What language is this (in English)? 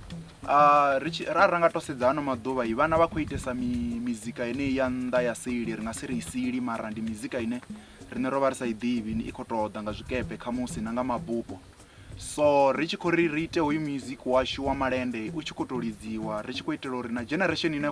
Venda